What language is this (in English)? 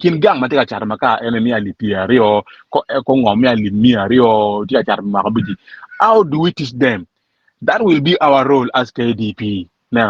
Acoli